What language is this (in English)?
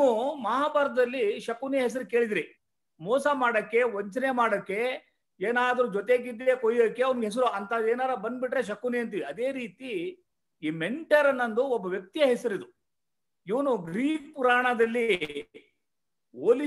Kannada